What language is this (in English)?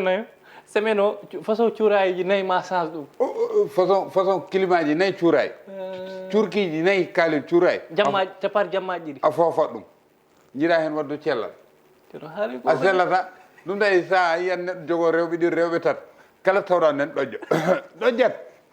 Fula